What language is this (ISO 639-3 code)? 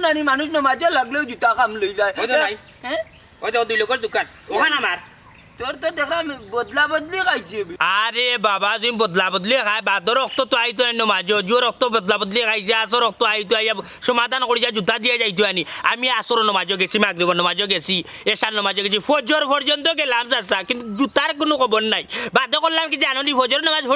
syl